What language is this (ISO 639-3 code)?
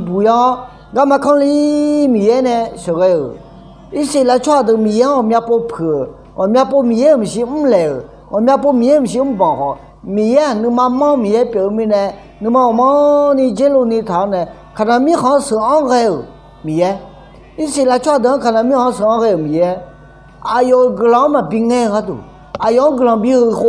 ahk